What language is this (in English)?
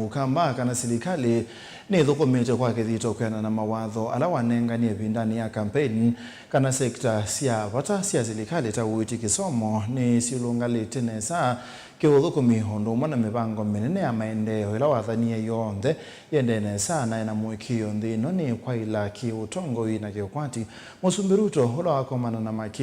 Kamba